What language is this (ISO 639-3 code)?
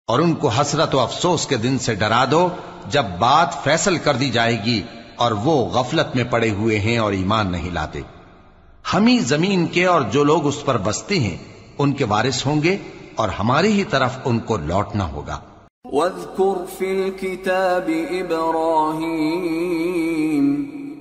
urd